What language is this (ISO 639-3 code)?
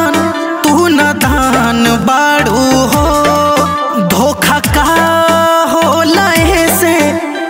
bho